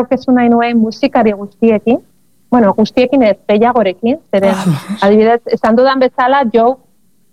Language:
Basque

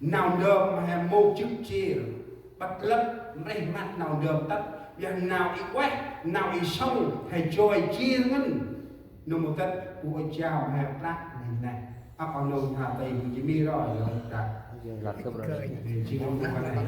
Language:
Central Mnong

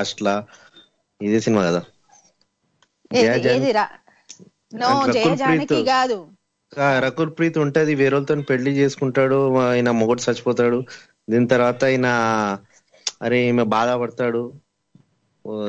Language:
Telugu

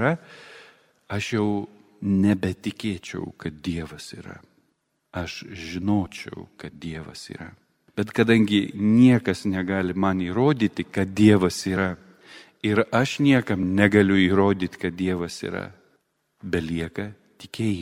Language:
Lithuanian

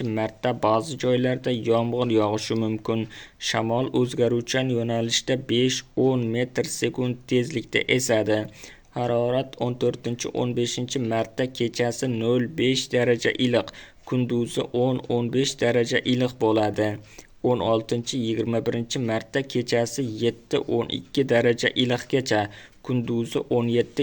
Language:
Uzbek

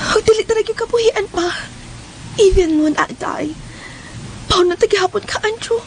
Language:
Cebuano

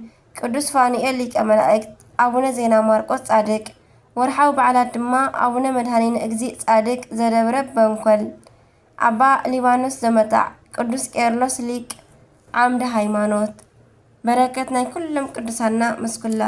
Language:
Tigrinya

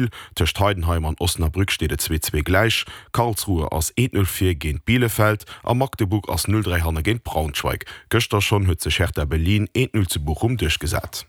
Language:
Luxembourgish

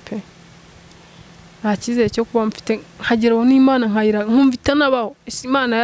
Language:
Kinyarwanda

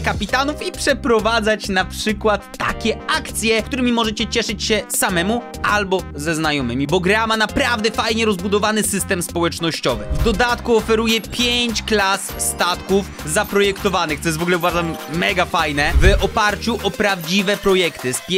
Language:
Polish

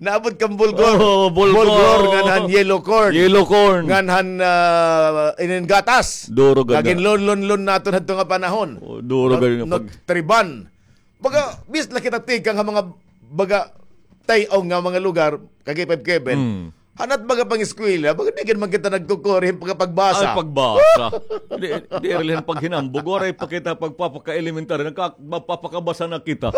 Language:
Waray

